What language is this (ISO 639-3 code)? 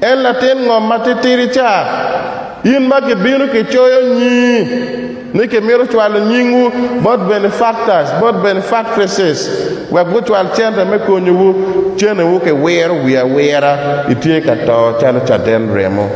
ach